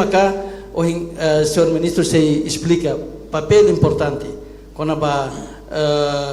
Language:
Tetum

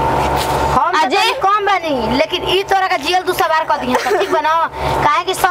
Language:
Bhojpuri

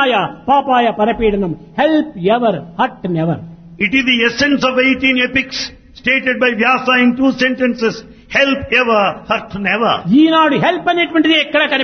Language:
Telugu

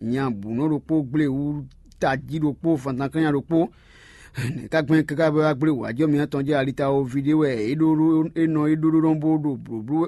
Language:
Fon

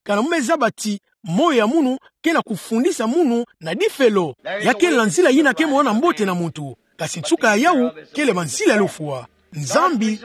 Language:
Kituba (Democratic Republic of Congo)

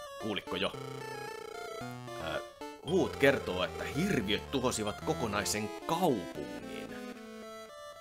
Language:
Finnish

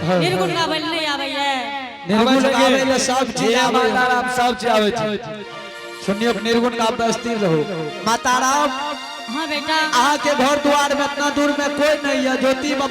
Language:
Angika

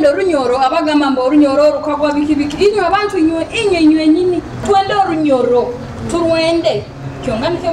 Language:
Nyoro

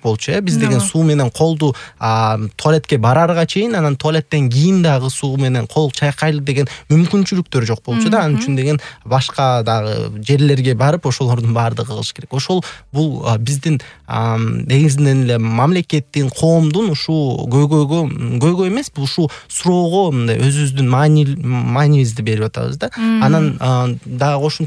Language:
Kyrgyz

